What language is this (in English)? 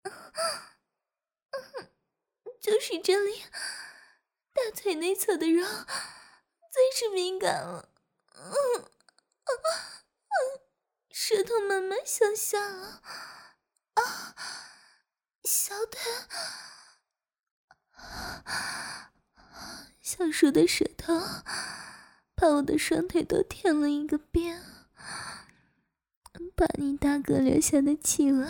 Chinese